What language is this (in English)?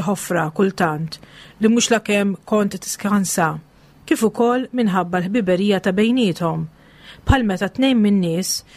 Maltese